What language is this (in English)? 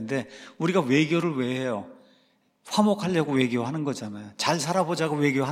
Korean